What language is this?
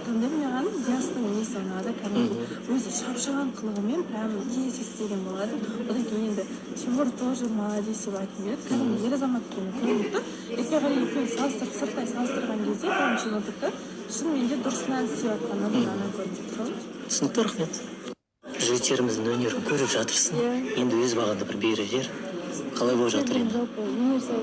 Kazakh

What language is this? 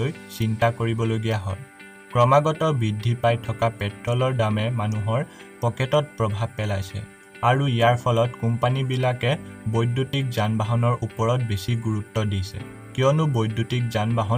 Assamese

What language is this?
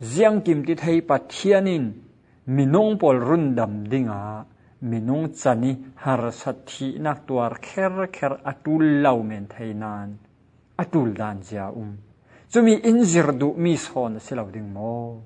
Falam Chin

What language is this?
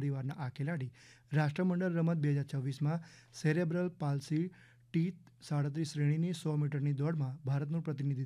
Gujarati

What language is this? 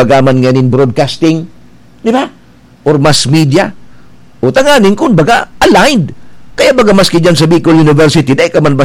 Bikol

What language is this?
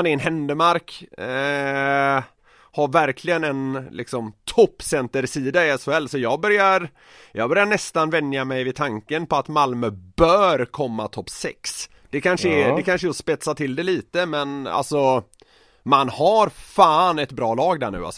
Swedish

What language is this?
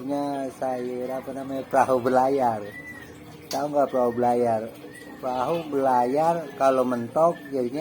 Betawi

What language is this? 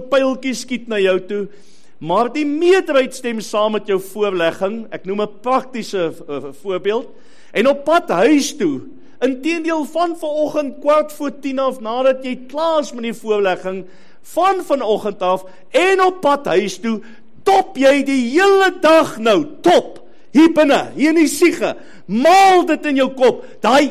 Afrikaans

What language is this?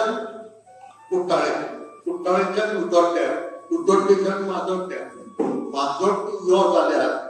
Konkani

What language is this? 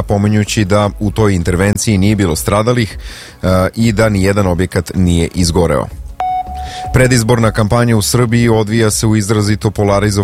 Serbian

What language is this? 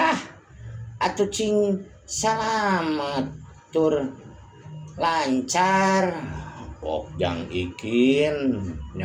Sundanese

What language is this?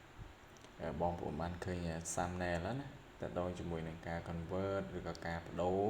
Khmer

